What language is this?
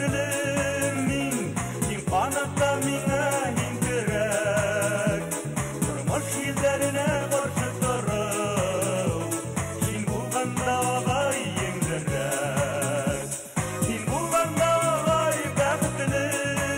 Bashkir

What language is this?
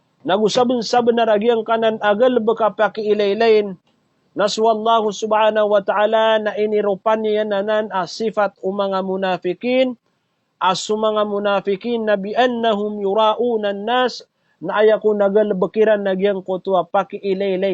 Maranao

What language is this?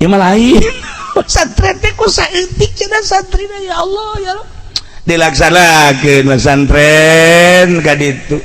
Sundanese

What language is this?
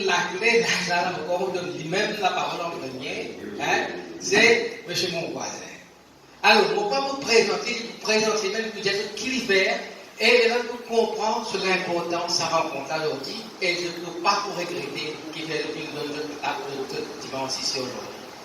Morisyen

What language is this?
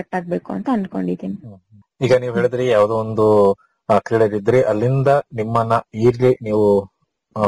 Kannada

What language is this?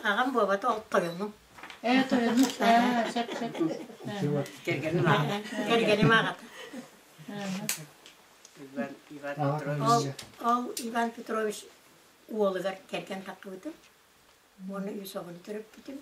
Yakut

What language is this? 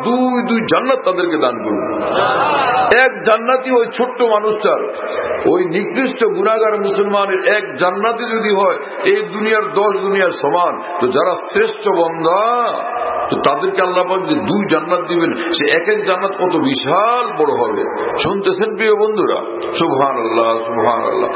Bangla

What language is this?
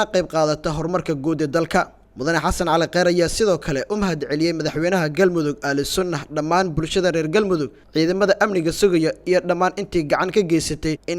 Somali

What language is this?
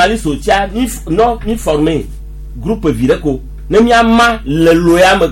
Gen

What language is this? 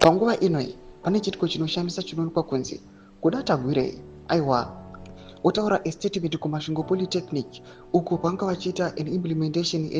Shona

